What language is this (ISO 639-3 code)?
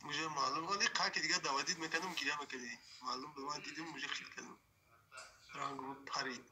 tgk